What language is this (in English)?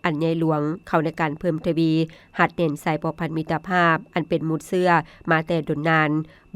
Lao